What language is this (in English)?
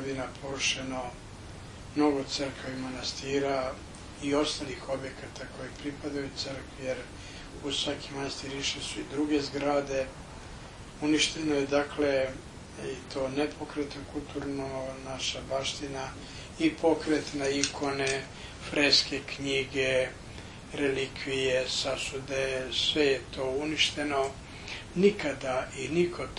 Serbian